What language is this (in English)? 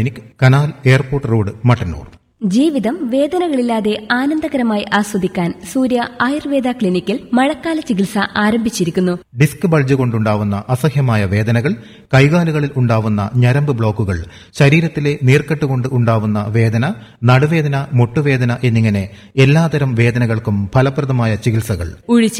Malayalam